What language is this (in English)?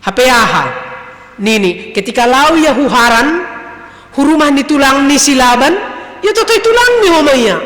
Batak Simalungun